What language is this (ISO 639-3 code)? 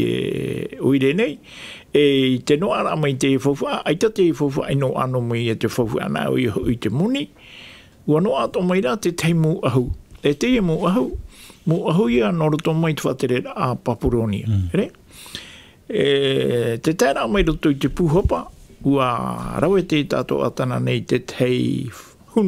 tah